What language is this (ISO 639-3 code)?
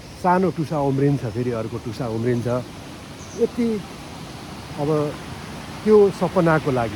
nep